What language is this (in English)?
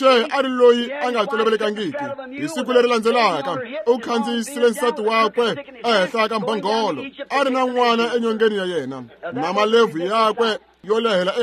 Tsonga